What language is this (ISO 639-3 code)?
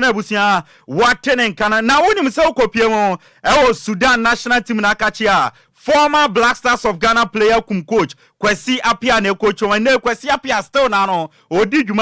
aka